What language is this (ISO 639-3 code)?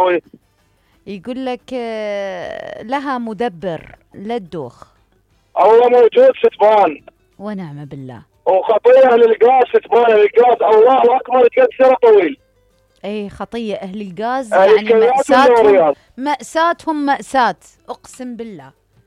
acm